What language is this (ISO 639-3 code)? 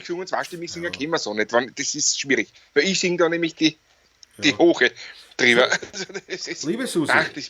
bar